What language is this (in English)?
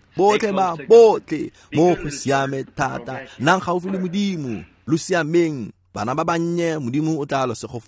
Tswana